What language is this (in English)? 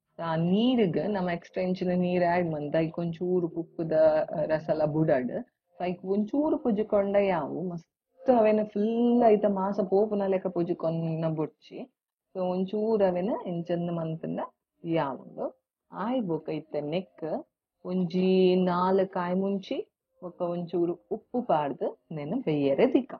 Tulu